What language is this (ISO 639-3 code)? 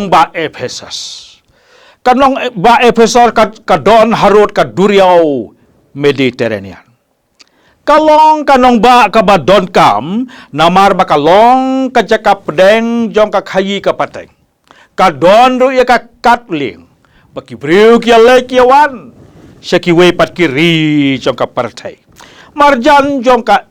kha